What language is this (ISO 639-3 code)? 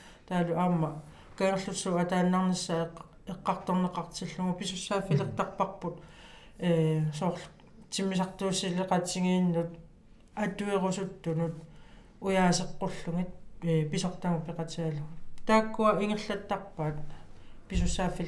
kal